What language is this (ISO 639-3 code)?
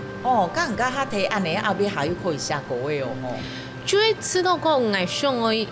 hak